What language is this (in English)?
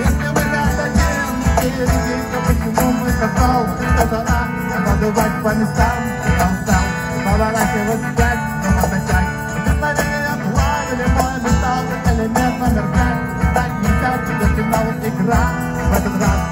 Russian